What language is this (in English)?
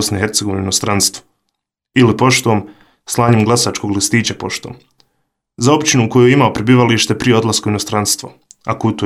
Bosnian